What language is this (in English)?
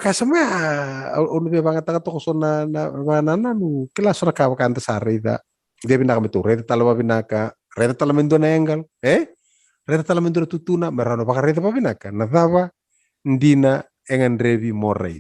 Fijian